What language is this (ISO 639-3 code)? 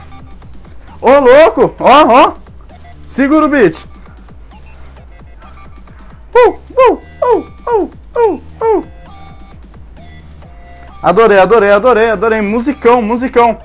por